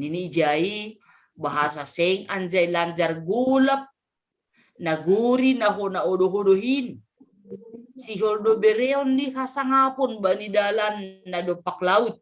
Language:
Batak Simalungun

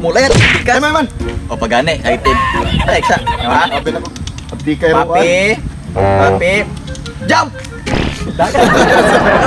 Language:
Cebuano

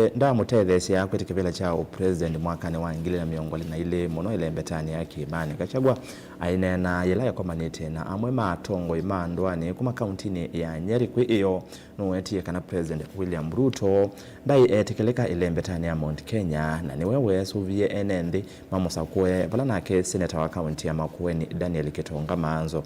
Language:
Kamba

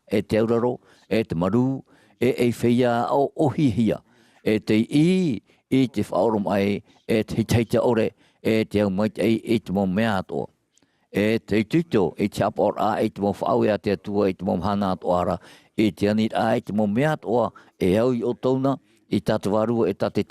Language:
Tahitian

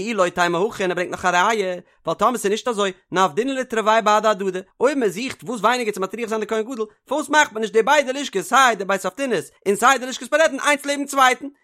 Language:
Yiddish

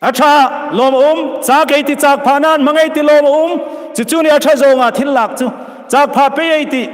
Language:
Hmar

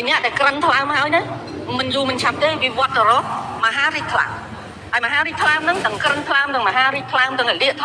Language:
Khmer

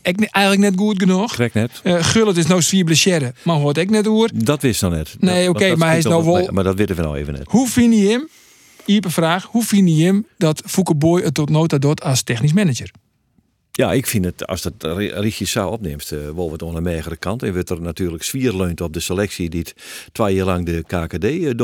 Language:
Western Frisian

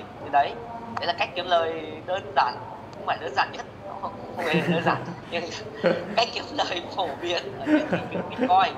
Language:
Vietnamese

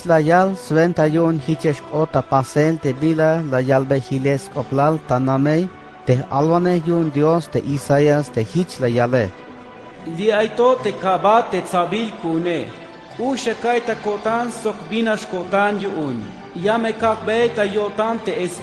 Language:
Tzeltal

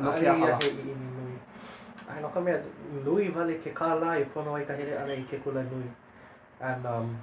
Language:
Hawaiian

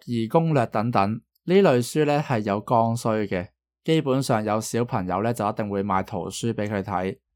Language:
Cantonese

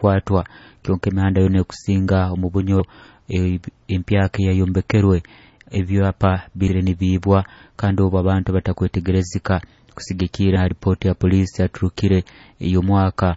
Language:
Nyoro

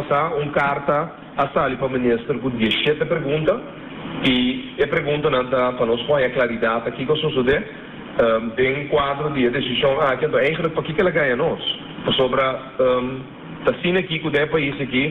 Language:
Papiamento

